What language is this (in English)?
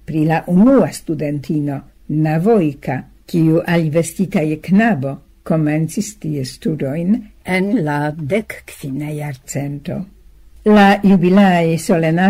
Esperanto